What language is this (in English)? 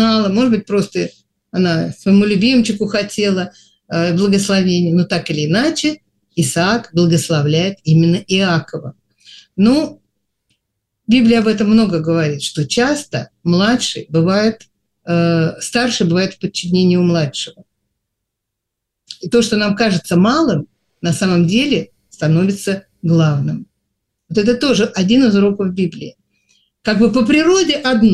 Russian